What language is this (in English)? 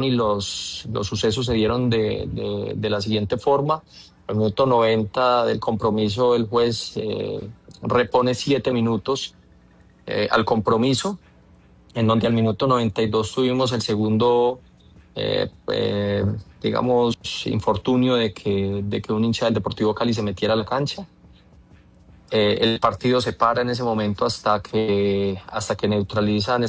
Spanish